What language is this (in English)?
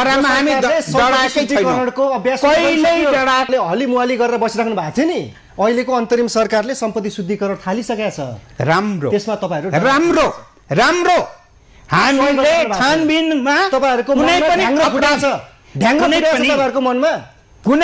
Nepali